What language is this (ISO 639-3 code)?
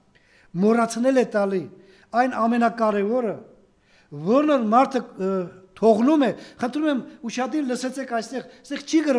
hye